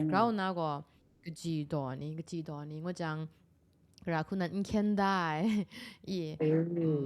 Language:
Kachin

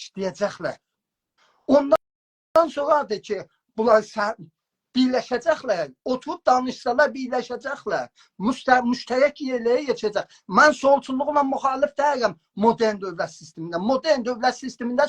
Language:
South Azerbaijani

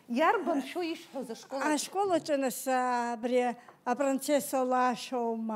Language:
Abkhazian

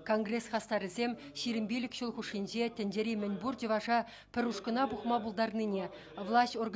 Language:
Chuvash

